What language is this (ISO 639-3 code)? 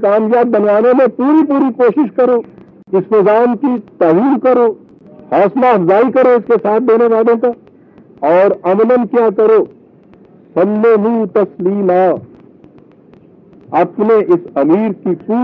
urd